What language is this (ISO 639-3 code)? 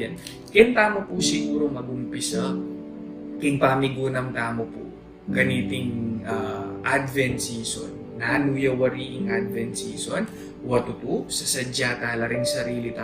pam